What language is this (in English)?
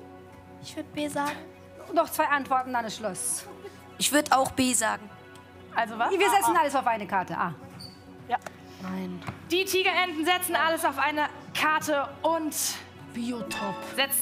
German